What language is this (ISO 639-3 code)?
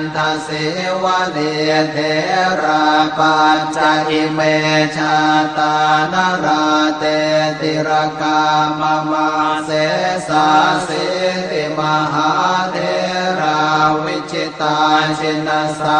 pli